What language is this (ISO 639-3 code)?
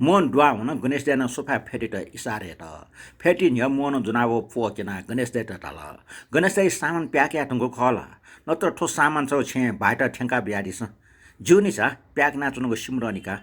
new